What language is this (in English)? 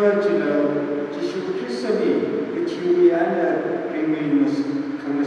Tangkhul Naga (India)